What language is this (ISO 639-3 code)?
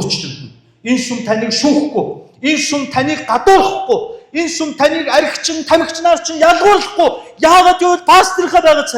mon